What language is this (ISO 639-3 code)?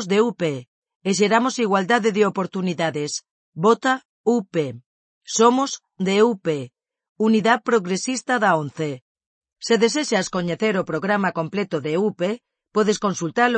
glg